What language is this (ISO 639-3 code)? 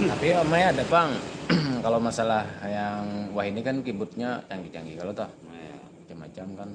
bjn